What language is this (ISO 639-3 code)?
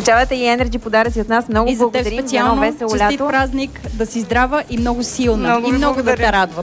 bul